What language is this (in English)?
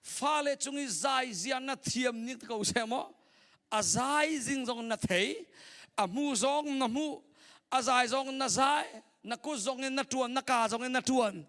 Hakha Chin